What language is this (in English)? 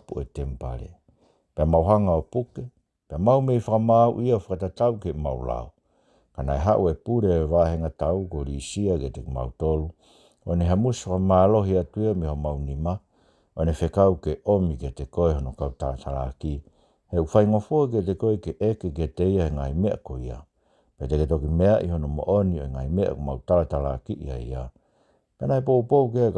Tongan